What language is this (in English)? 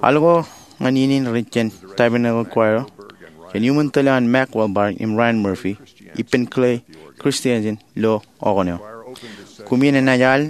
Marshallese